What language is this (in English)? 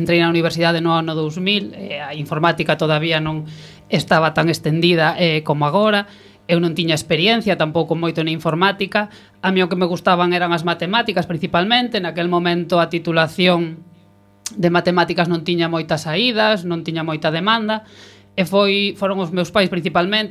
Galician